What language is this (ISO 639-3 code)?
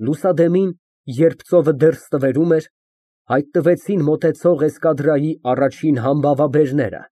hye